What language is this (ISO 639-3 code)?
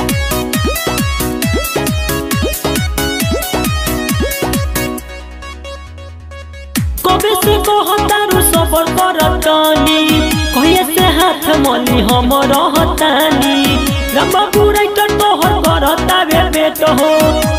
bho